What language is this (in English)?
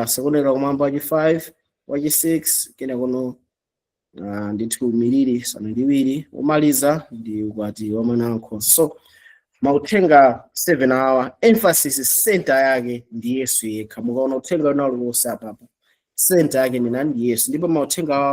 Nyanja